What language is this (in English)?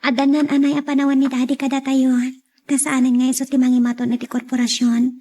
Iloko